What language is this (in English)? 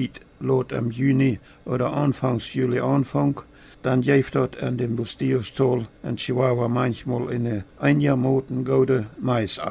Plautdietsch